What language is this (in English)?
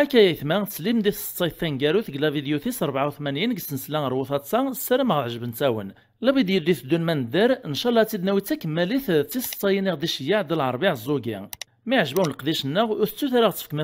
Kabyle